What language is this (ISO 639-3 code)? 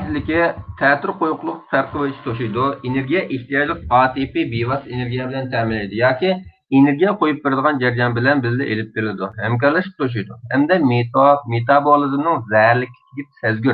uig